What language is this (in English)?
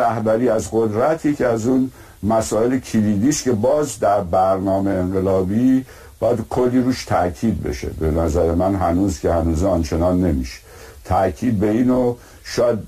Persian